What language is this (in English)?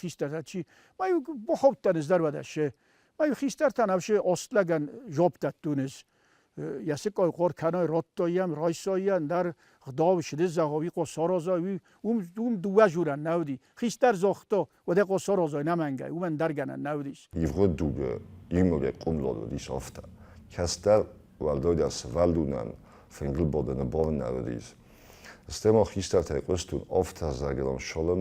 Ossetic